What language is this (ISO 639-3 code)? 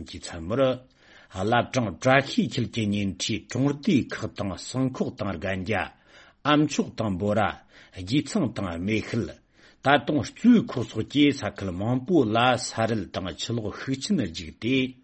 bod